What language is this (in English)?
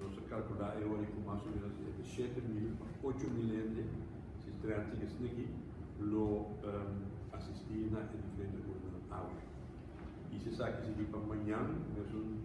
Papiamento